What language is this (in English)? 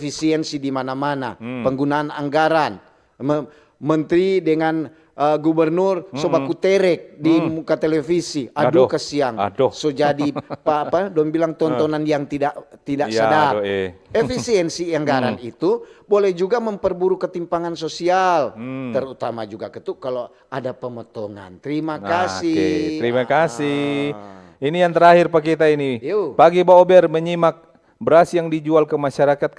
Manado Malay